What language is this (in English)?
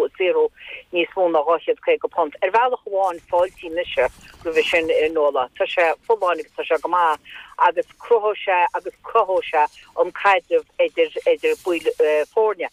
Irish